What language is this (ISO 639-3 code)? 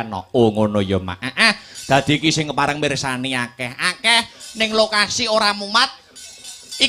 jav